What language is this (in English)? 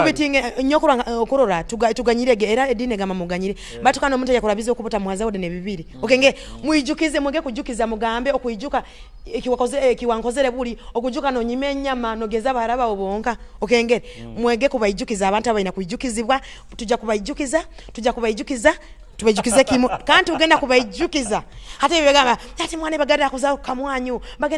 Nyoro